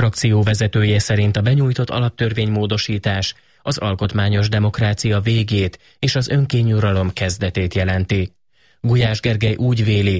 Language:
Hungarian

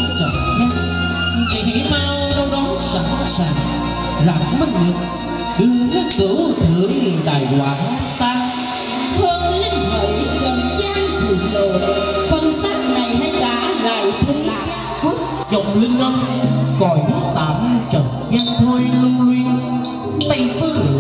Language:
Vietnamese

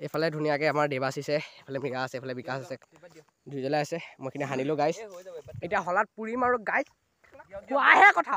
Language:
Assamese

